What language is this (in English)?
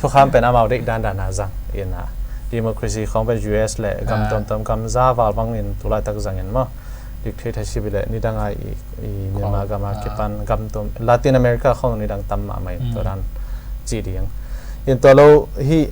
Tedim Chin